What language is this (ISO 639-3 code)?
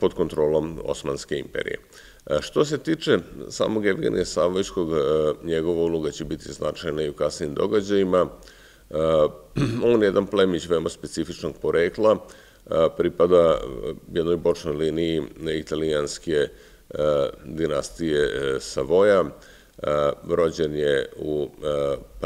srp